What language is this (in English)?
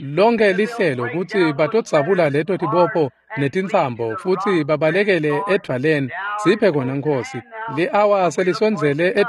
Swati